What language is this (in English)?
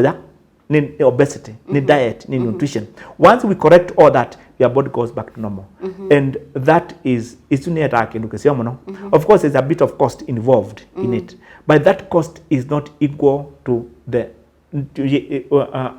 Kamba